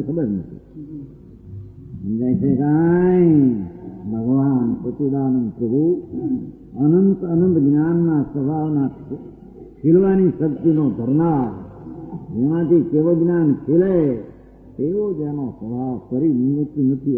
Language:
Gujarati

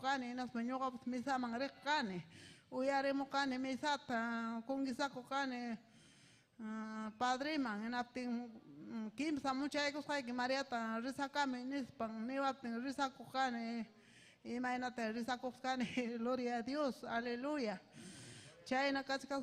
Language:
Ayacucho Quechua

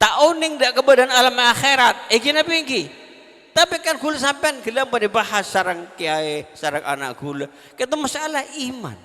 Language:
Madurese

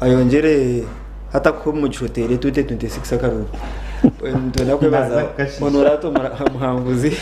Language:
Nyankole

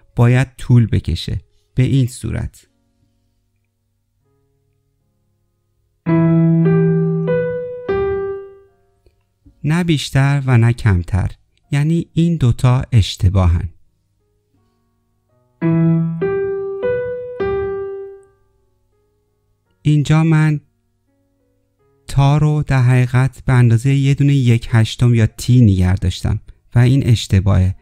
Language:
Persian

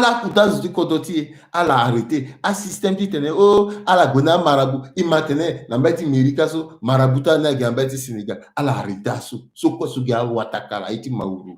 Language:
Sango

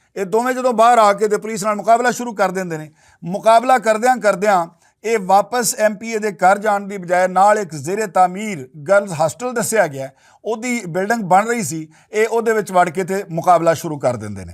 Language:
Western Panjabi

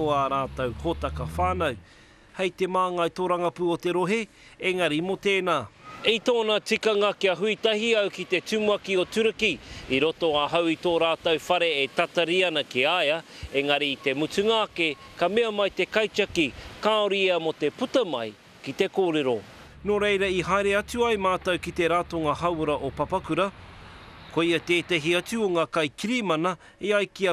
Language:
Māori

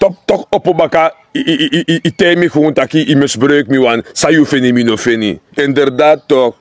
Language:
Sranan Tongo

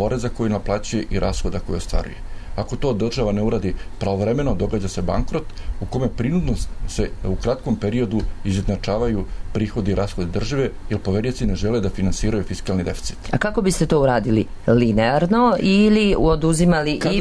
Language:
Serbian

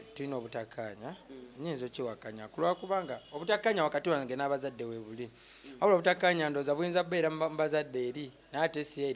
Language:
Ganda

